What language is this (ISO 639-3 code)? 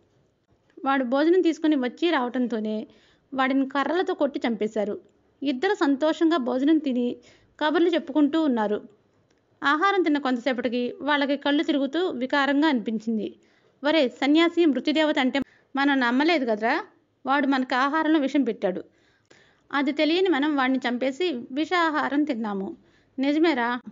tel